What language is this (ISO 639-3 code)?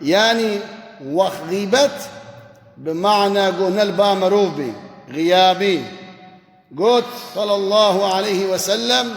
kur